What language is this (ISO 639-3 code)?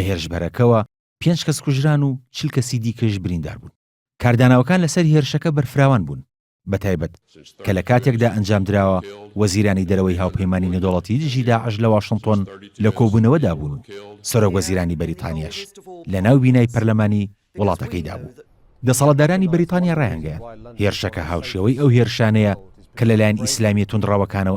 ckb